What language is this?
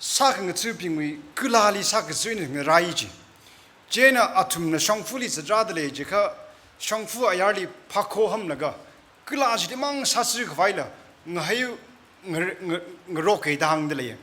Tangkhul Naga (India)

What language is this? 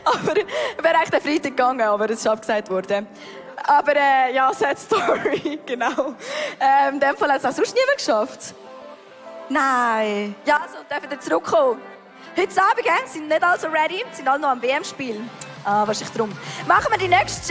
Swiss German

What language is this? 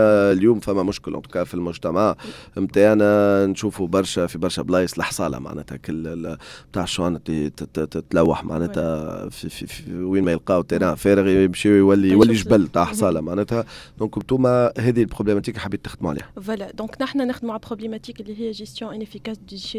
Tunisian Arabic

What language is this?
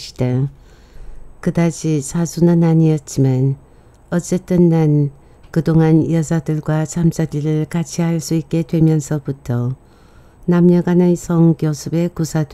Korean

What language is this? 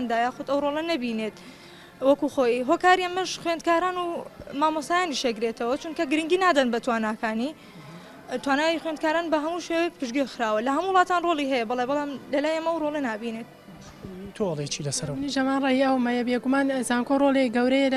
Central Kurdish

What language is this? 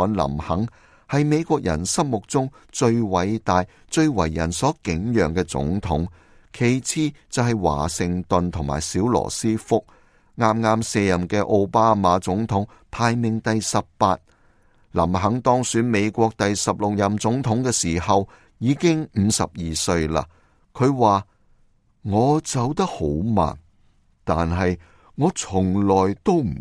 Cantonese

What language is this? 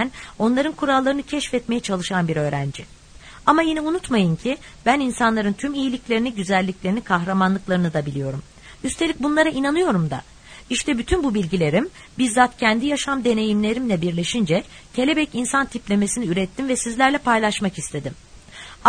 Turkish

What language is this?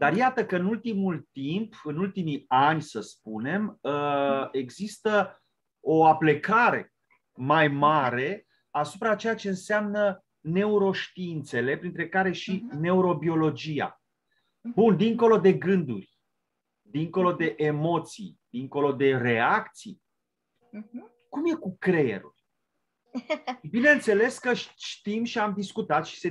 Romanian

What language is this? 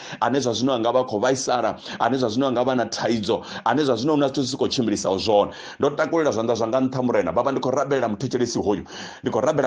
Venda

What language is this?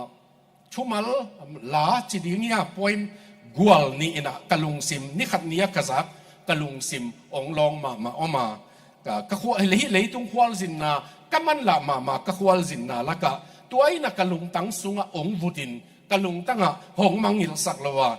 Tedim Chin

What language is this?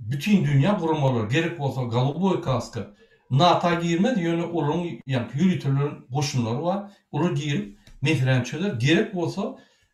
Turkmen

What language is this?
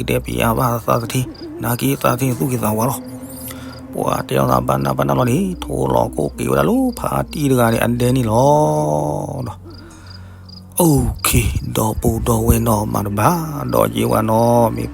S'gaw Karen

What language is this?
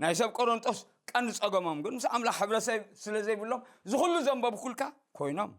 Tigrinya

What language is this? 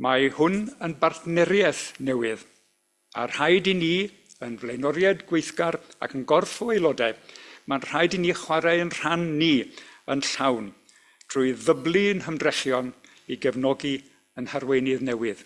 Welsh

